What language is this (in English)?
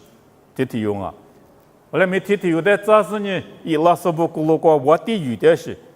Lisu